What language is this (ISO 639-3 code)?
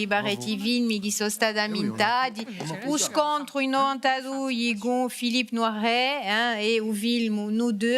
cos